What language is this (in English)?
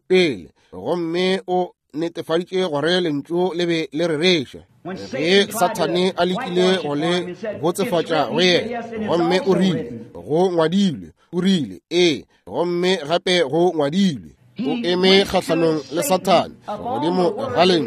Northern Sotho